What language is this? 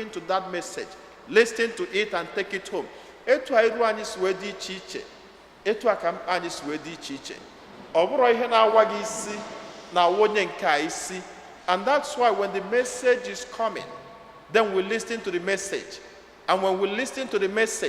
Igbo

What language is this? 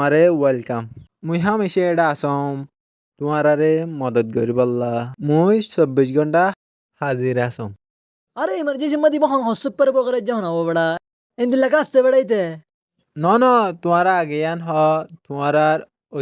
Rohingya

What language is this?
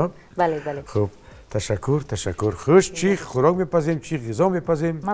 Tajik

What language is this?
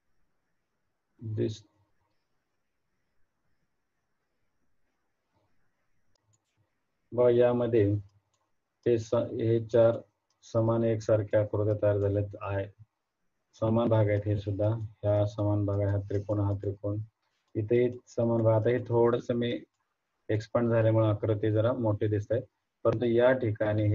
Marathi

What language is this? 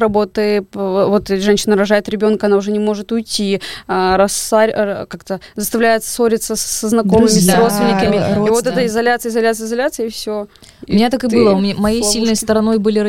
Russian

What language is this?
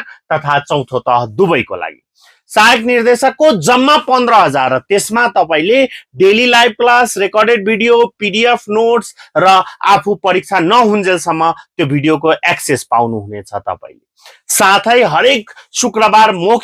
Nepali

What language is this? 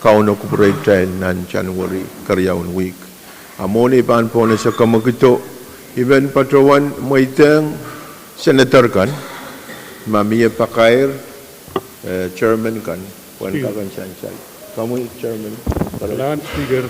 Pohnpeian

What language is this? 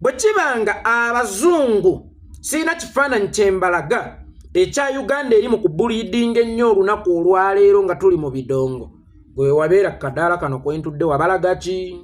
Ganda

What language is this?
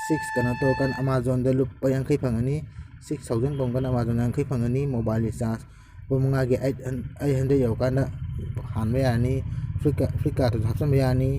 Manipuri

